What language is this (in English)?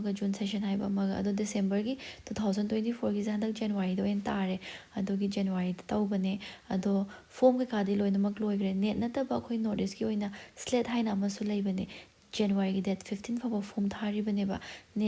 Manipuri